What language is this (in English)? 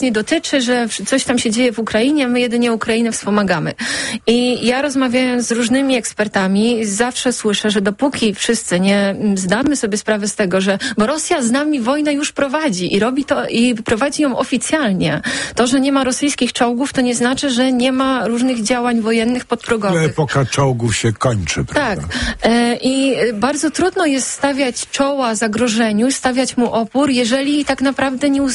Polish